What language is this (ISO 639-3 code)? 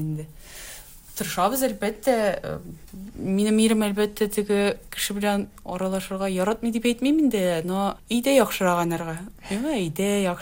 tat